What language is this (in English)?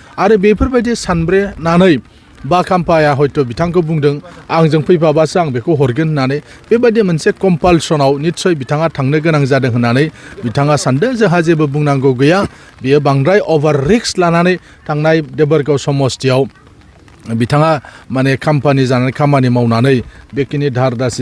Bodo